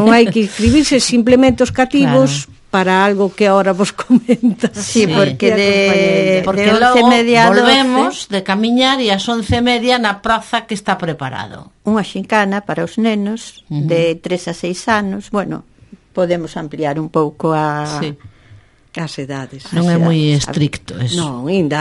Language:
Galician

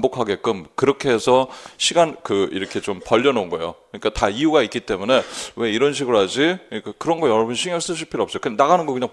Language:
Korean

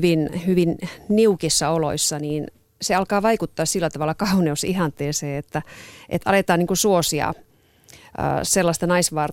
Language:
Finnish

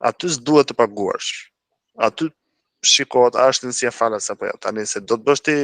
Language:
Albanian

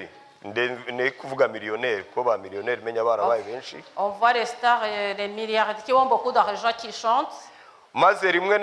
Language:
Kinyarwanda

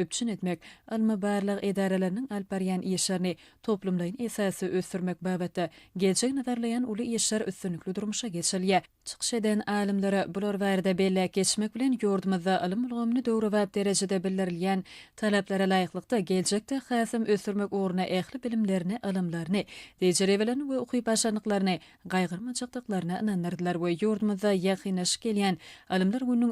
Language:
Turkmen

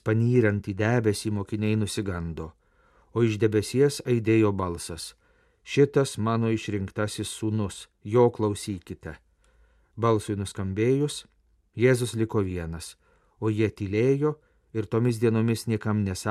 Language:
Lithuanian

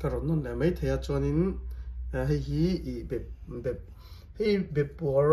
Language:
Mizo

